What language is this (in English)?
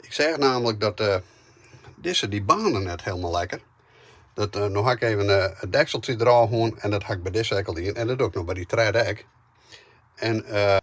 Western Frisian